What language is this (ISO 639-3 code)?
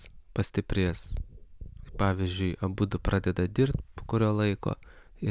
lit